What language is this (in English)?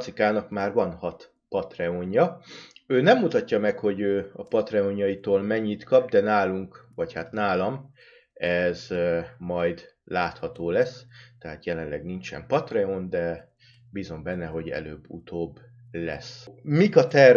Hungarian